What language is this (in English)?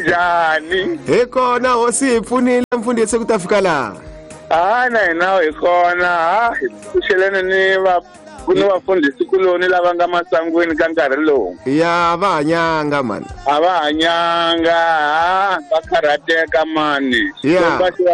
Tsonga